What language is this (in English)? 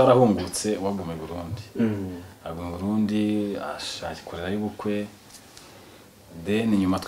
Kinyarwanda